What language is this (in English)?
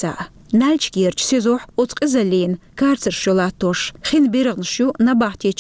Chechen